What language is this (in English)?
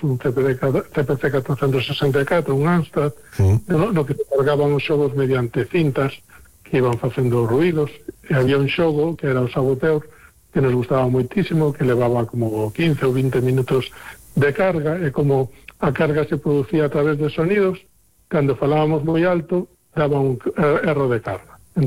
Galician